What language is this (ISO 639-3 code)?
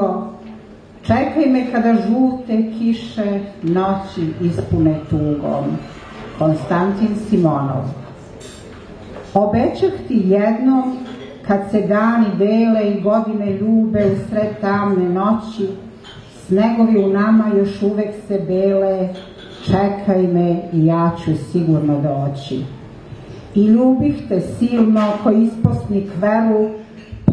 srp